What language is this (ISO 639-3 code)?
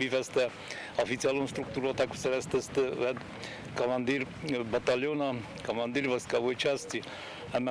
oss